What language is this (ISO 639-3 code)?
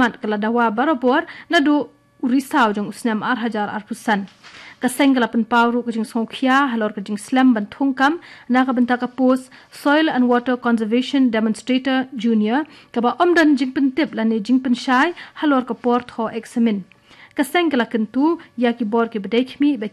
kha